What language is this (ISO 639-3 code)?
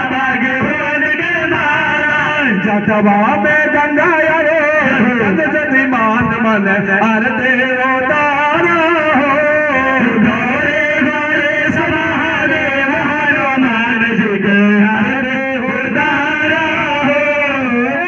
bho